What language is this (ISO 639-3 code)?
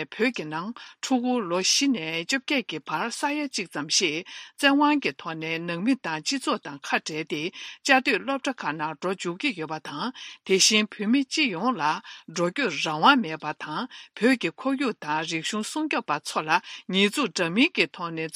bod